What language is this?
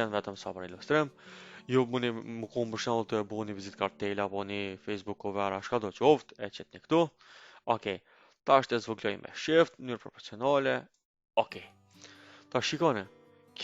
Albanian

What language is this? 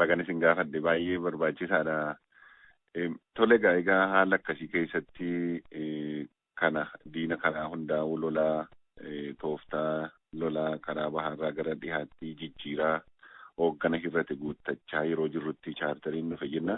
Oromo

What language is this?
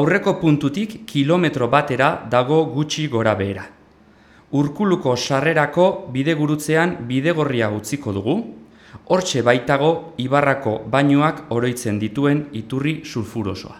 Basque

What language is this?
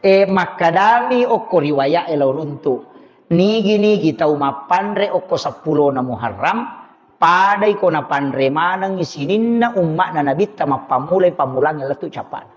Buginese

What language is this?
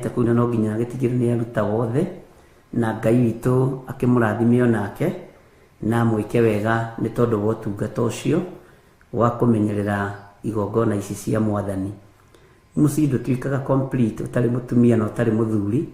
Kikuyu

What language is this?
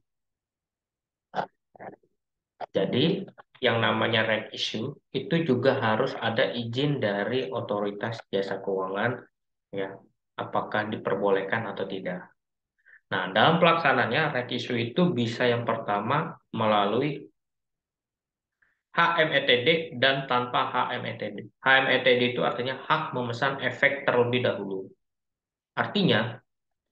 Indonesian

